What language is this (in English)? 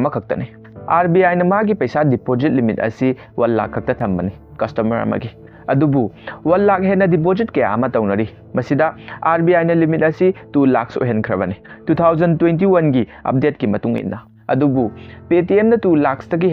Manipuri